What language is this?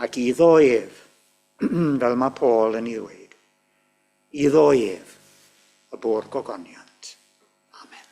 Welsh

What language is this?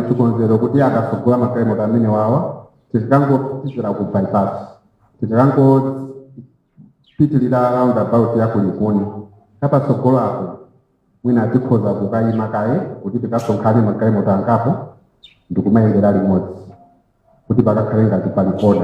Nyanja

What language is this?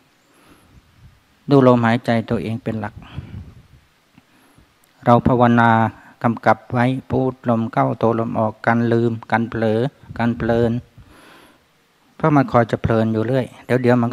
Thai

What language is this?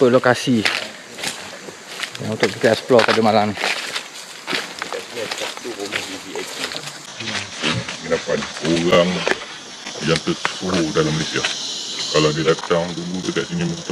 Malay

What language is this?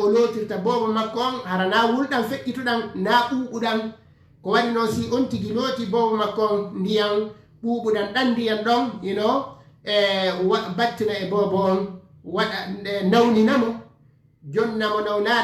Fula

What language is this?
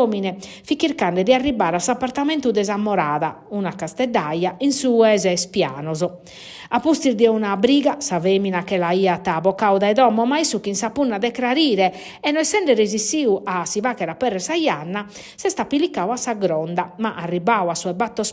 Sardinian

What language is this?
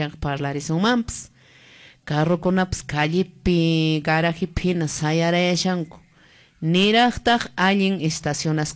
Quechua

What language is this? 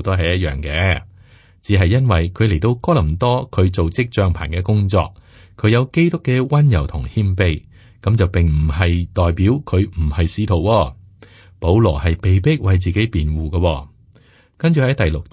Cantonese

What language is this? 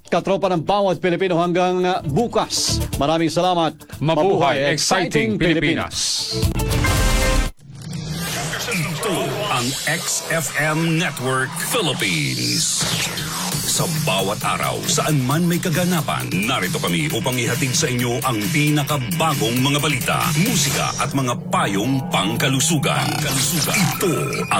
Filipino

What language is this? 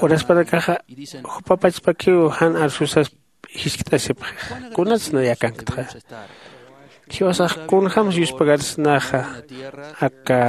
Aymara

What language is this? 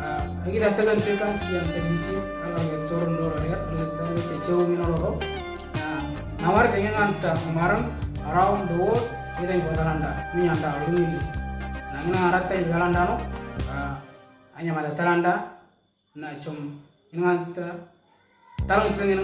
Moro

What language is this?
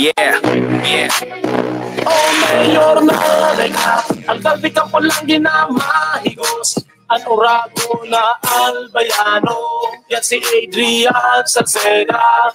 Bikol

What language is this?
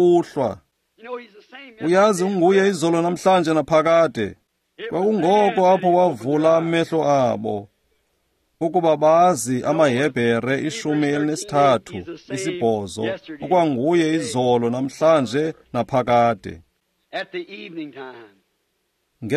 Xhosa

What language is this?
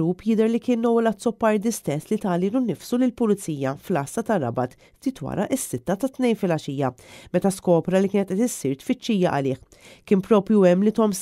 Maltese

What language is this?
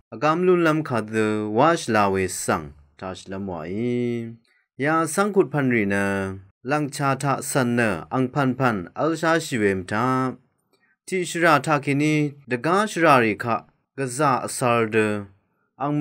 Rawang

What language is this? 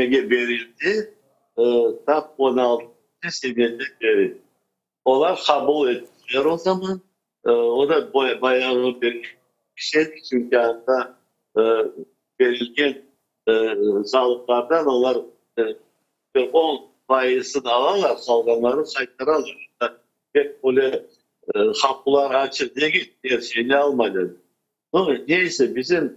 Crimean Tatar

